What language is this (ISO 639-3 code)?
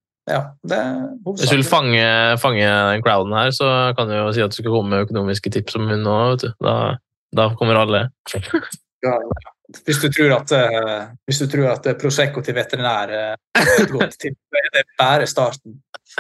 nor